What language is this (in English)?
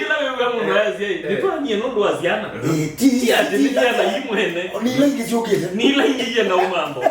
Kamba